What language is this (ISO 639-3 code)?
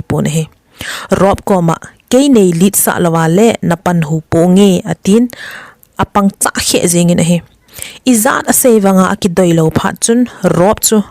tcz